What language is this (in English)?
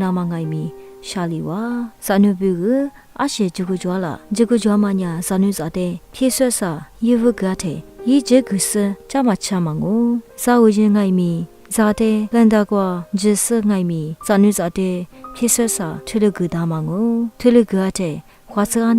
Lisu